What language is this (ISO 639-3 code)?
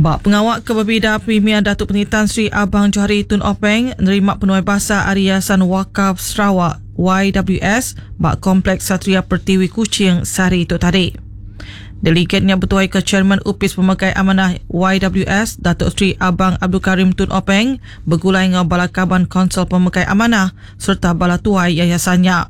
iba